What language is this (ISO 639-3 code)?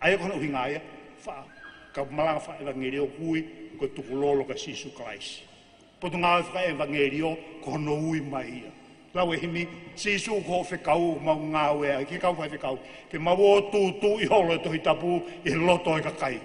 ton